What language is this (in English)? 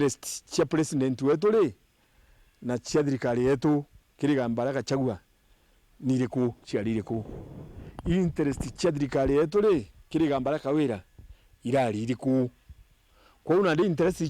Meru